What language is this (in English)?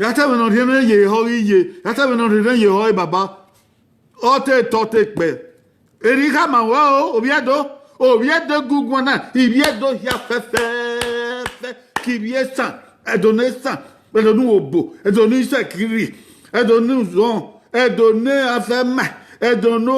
Bini